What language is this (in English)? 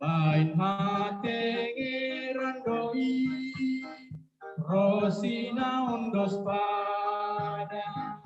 Batak Simalungun